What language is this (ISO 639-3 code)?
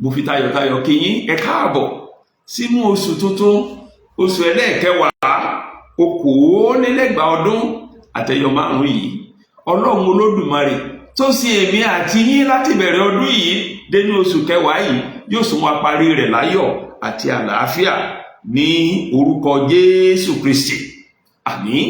yor